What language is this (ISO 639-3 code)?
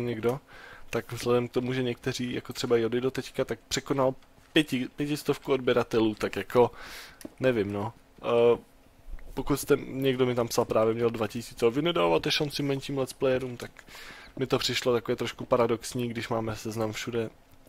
ces